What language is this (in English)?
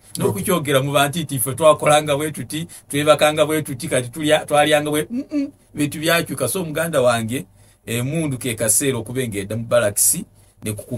Ganda